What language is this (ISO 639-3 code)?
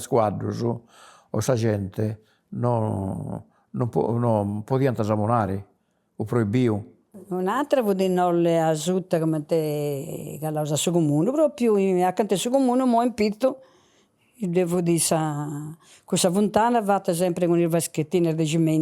srd